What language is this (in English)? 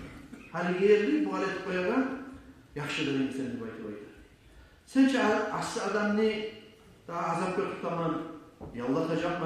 Kumyk